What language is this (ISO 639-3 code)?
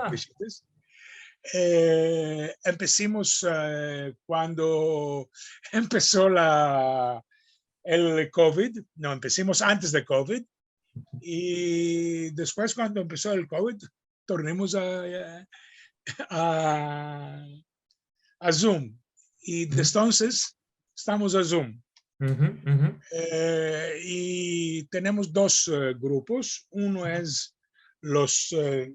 lad